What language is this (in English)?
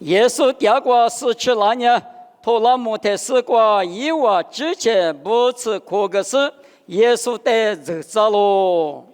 Lisu